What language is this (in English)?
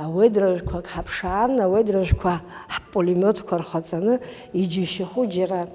Abkhazian